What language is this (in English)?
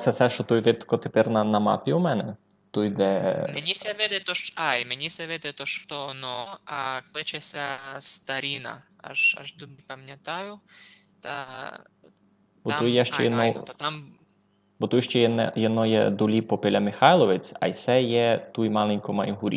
Rusyn